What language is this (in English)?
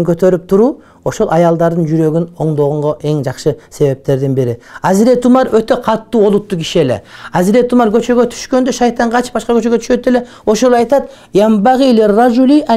Kyrgyz